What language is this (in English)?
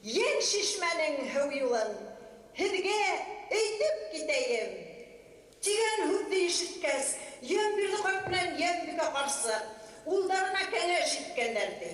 Bashkir